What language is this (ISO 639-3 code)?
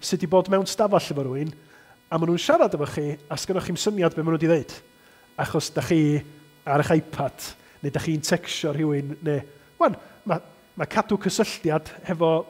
cym